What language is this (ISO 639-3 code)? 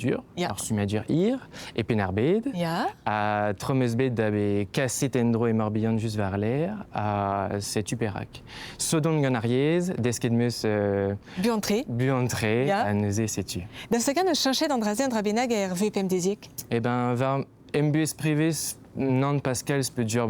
bre